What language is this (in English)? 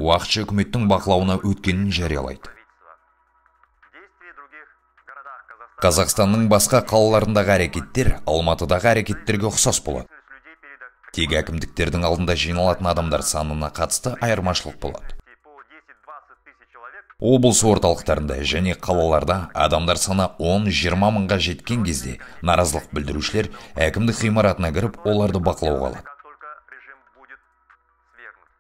Kazakh